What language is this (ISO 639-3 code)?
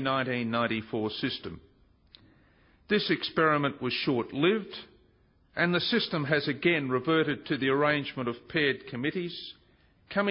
eng